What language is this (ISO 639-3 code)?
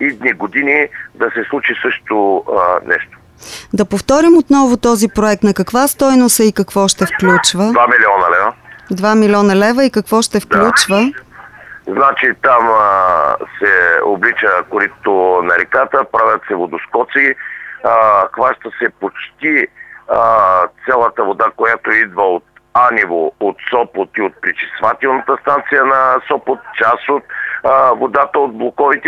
bul